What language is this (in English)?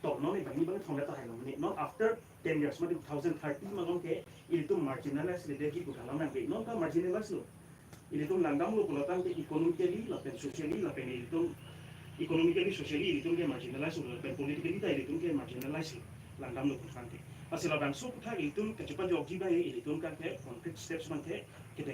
Karbi